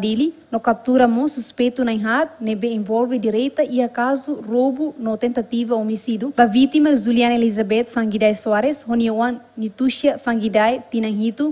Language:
Tetum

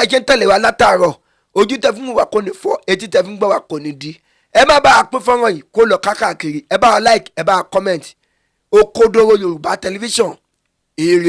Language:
Yoruba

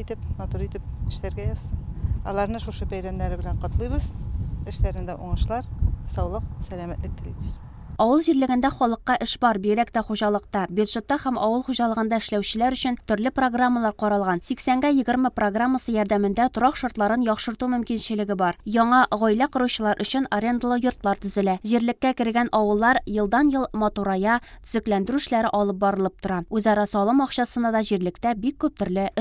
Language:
Tatar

